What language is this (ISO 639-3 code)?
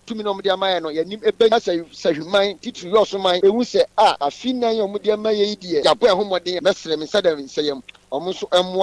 aka